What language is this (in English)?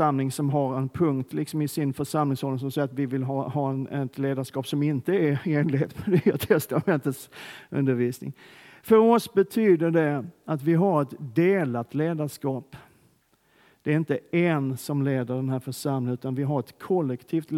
Swedish